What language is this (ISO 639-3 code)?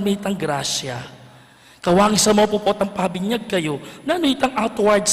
pam